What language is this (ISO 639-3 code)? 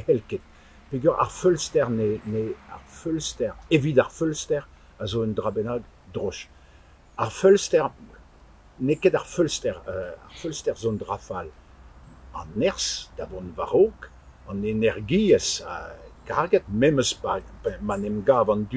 bre